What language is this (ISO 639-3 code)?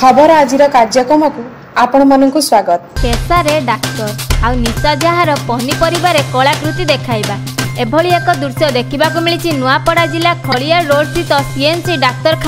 ori